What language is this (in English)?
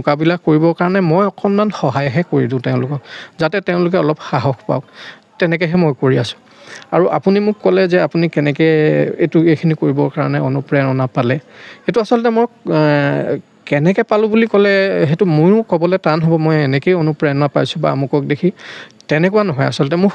Assamese